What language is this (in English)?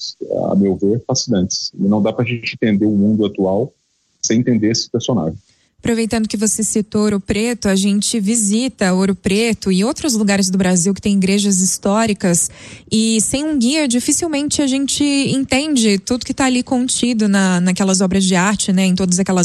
Portuguese